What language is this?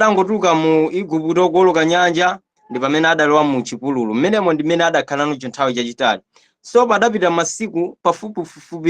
Nyanja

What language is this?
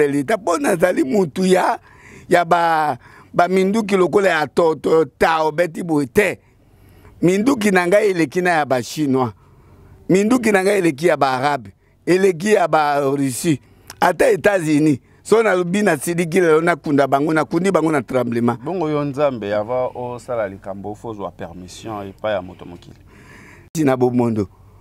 Lingala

